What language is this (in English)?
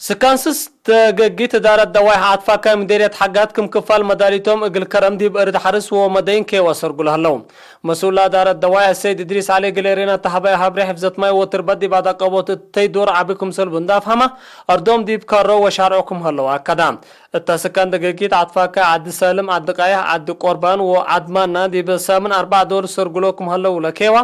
Tigre